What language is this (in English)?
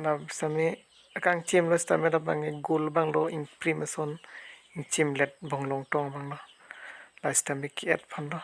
Karbi